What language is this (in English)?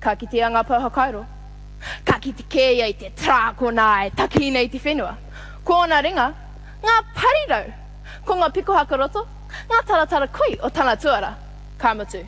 Māori